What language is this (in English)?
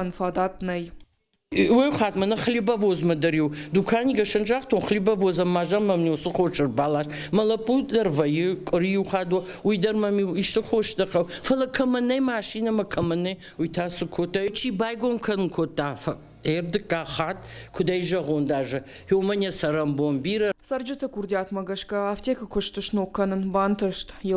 Ossetic